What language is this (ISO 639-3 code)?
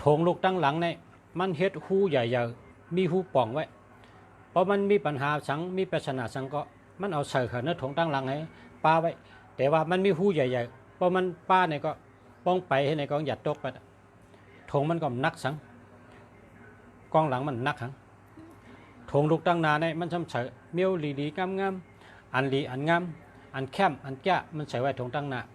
shn